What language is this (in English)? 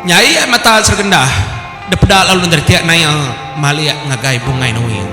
Iban